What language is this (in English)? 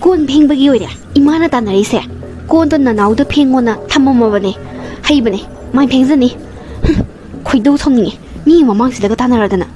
Manipuri